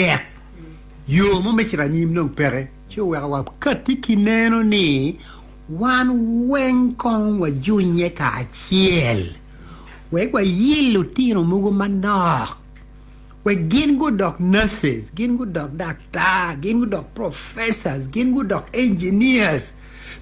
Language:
Acoli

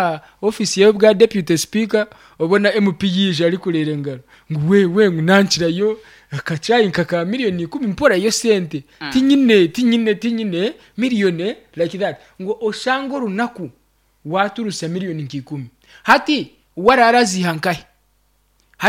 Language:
Nyankole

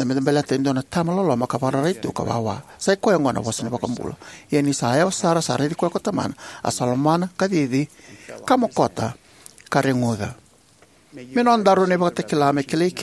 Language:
Fijian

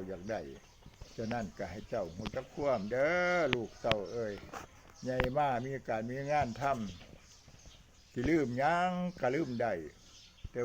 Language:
Northeastern Thai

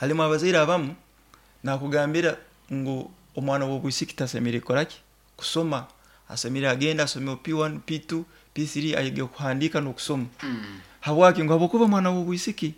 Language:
Nyoro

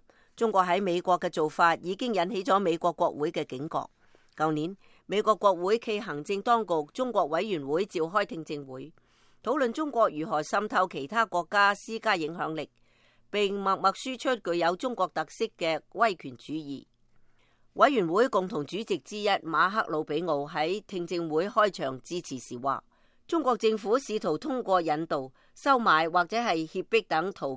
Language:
Cantonese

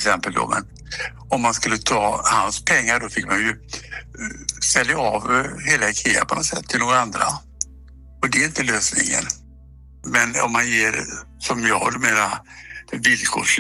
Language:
Swedish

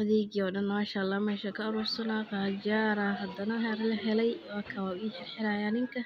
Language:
Somali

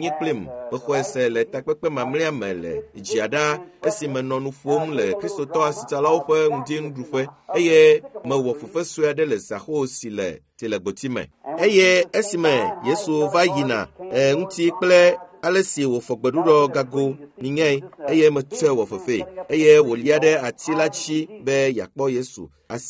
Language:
Ewe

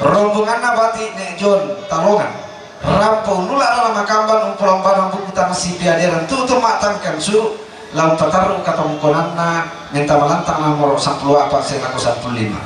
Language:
Toraja-Sa'dan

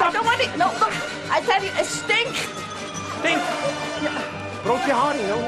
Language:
Western Frisian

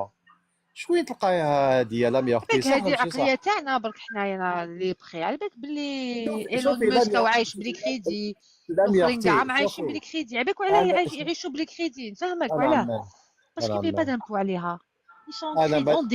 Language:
Algerian Arabic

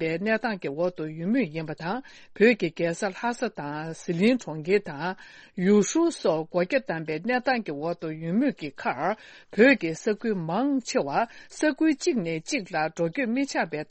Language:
Tibetan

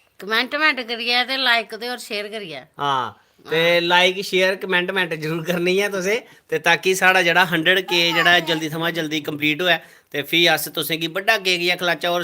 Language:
Dogri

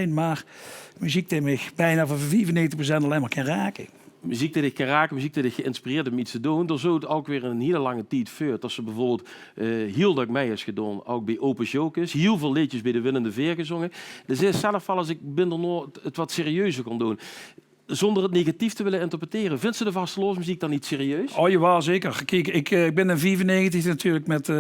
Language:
Limburgish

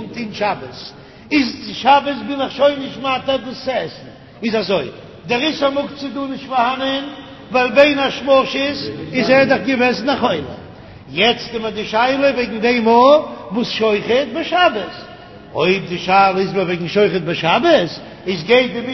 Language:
Yiddish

